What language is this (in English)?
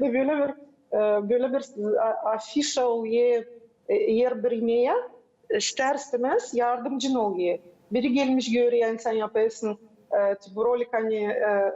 Gagauz